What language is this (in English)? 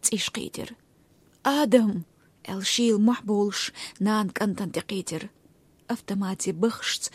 Chechen